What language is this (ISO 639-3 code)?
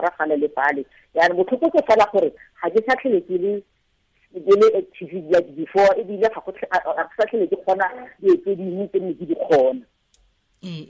tsn